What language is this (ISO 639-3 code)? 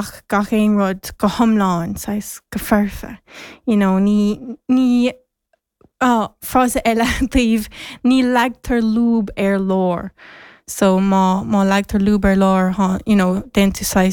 gle